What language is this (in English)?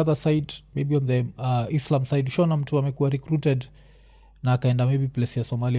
Swahili